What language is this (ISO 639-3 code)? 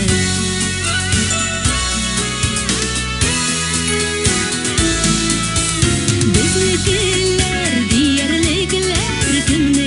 kaz